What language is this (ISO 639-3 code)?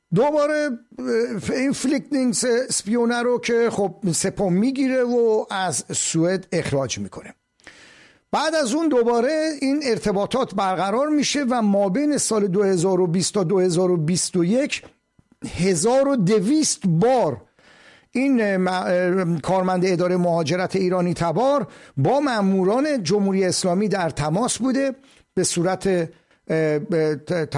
fas